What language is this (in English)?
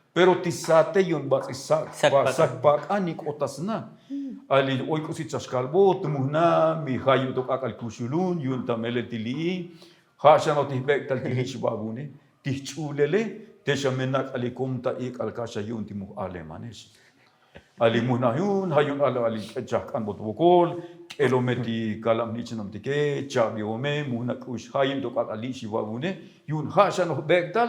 Tzotzil